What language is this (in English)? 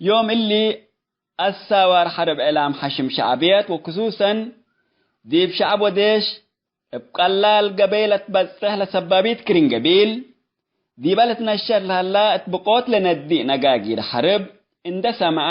Tigre